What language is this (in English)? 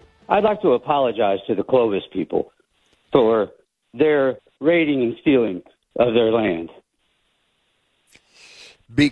English